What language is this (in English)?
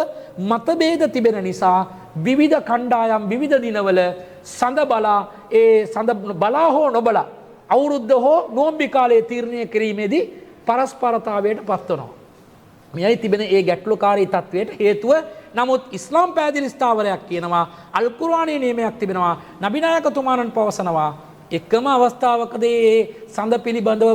Sinhala